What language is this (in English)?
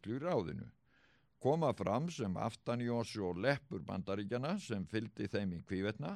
Icelandic